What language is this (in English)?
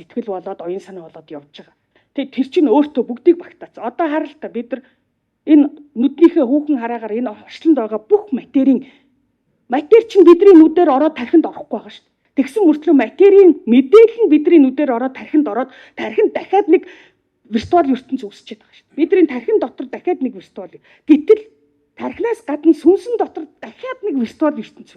Mongolian